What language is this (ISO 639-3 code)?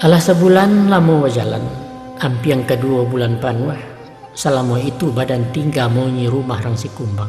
min